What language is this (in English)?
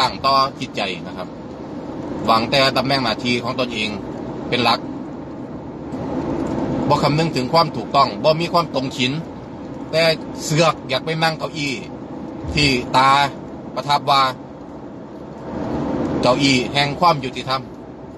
Thai